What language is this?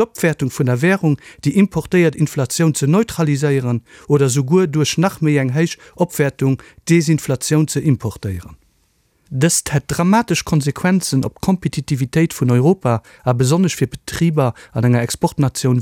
Luxembourgish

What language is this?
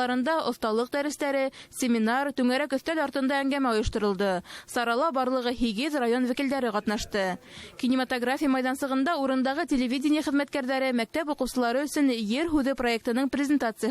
Bashkir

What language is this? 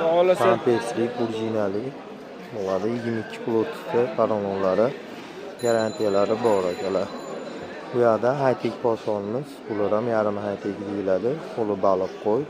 Uzbek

